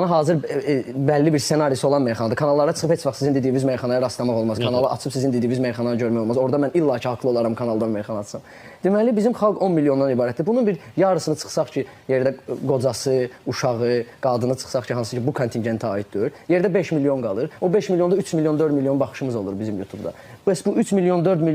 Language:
Azerbaijani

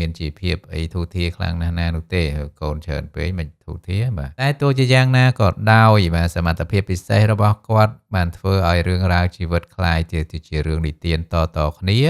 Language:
Khmer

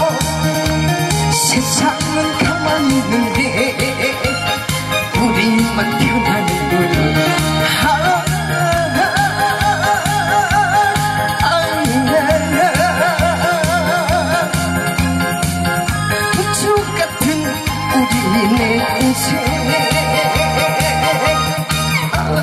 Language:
Korean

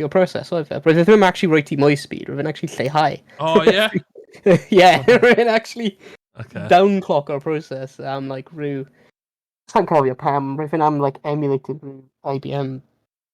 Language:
Welsh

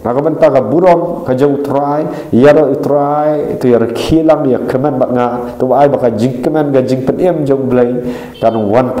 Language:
Khasi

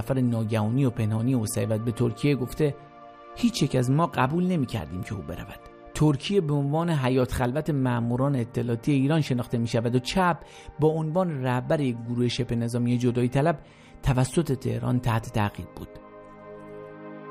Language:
Persian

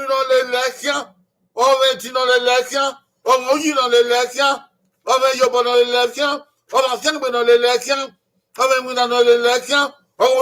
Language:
Bini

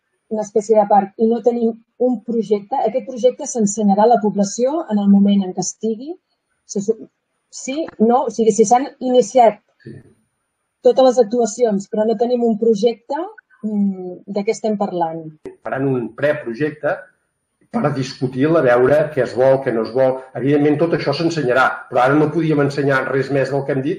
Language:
Catalan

